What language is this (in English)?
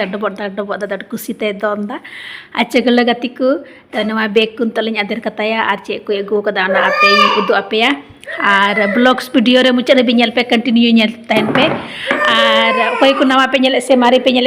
Santali